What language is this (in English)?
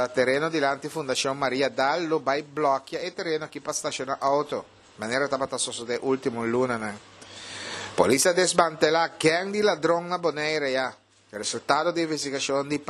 Papiamento